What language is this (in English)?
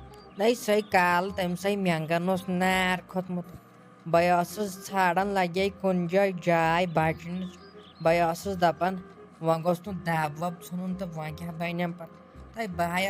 Kashmiri